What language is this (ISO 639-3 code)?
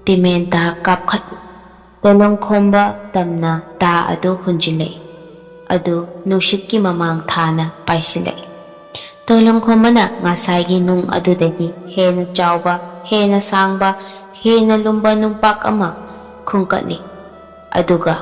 mni